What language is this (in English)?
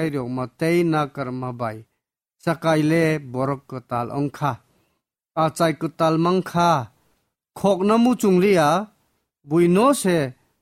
Kok Borok